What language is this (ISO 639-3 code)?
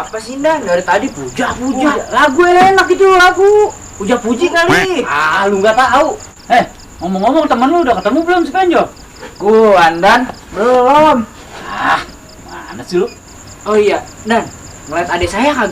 bew